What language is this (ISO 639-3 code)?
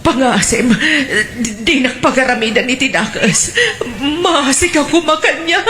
ilo